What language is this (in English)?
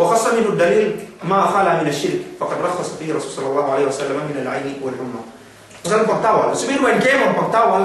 Yakan